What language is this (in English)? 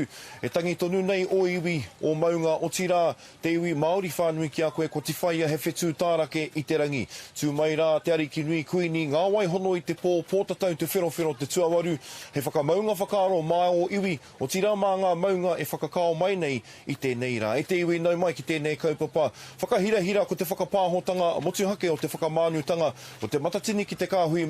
Māori